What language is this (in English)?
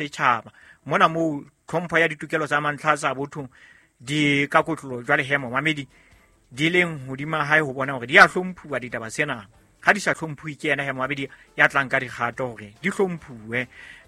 Southern Sotho